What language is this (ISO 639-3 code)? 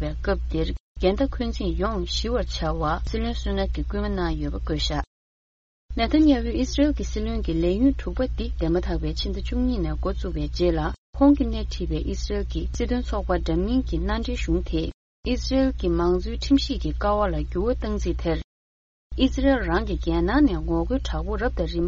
bod